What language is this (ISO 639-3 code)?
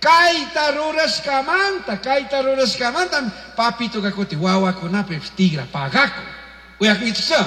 qug